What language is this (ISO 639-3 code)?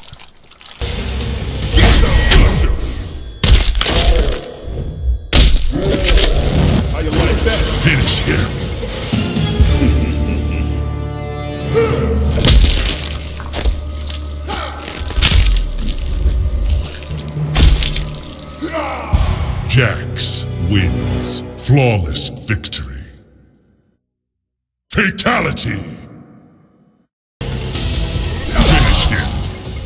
eng